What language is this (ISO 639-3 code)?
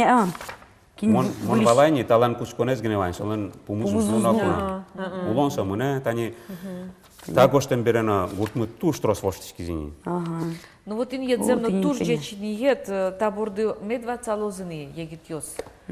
udm